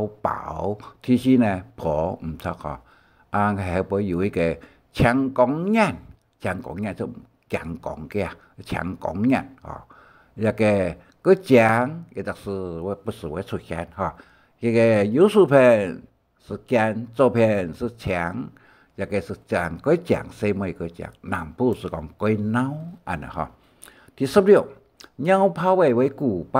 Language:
Hakka Chinese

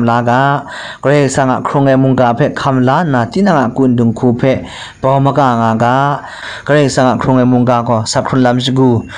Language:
Kachin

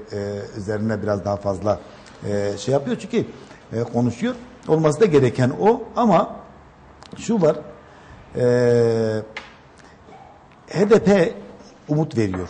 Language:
Turkish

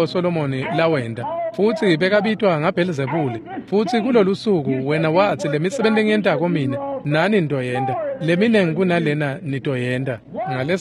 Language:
Swati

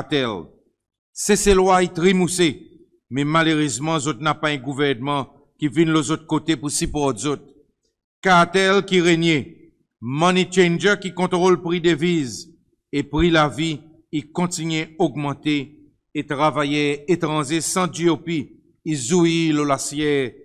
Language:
Seselwa Creole French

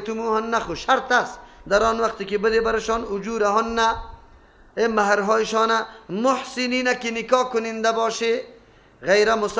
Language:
Persian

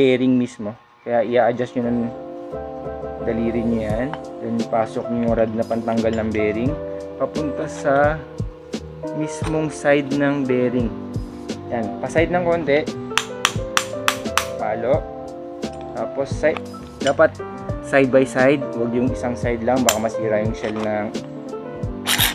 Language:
Filipino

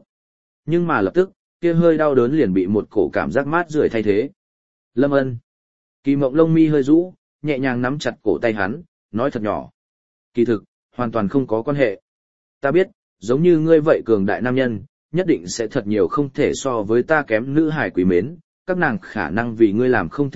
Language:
Vietnamese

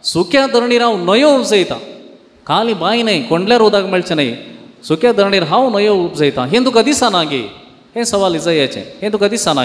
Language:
Konkani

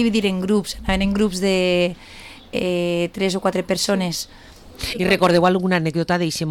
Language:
Catalan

